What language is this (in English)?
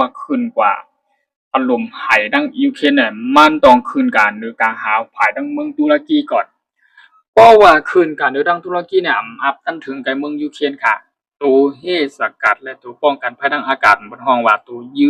Shan